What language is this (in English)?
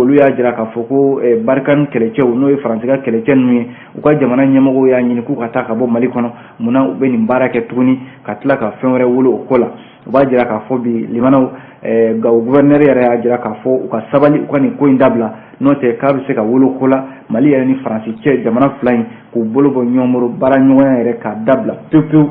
Bambara